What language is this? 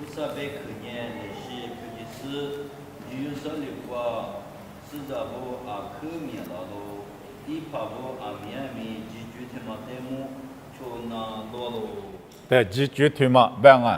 Lisu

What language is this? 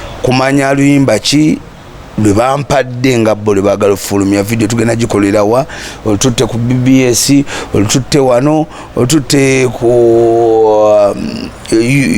Ganda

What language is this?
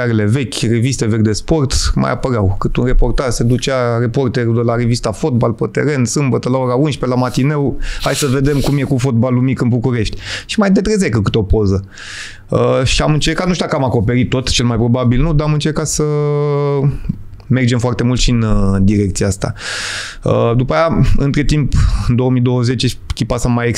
Romanian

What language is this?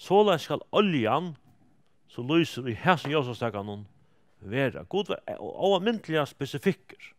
Faroese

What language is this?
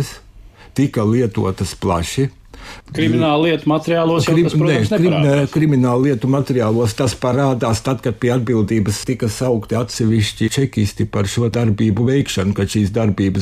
Latvian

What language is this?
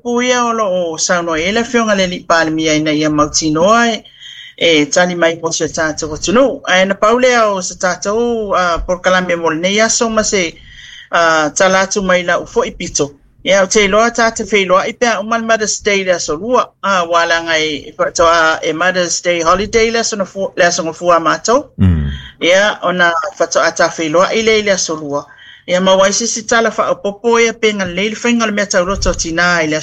Samoan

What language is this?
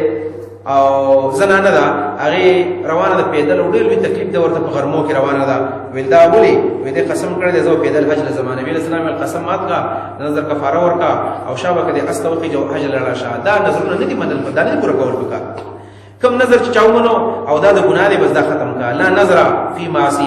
Pashto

